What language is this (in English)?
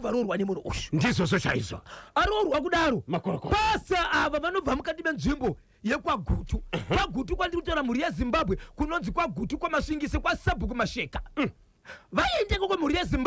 Shona